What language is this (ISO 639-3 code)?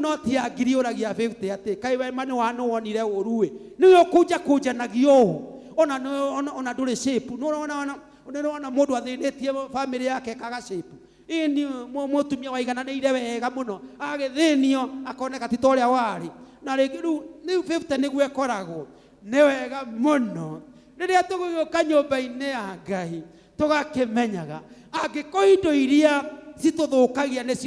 kik